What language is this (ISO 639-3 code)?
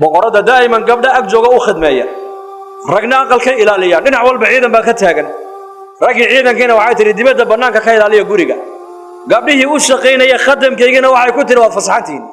som